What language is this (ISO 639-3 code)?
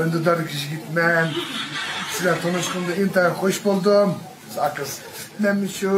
uig